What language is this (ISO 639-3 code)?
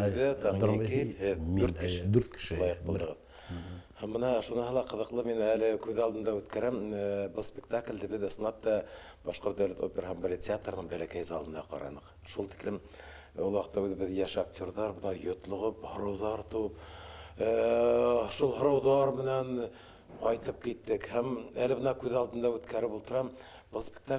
bak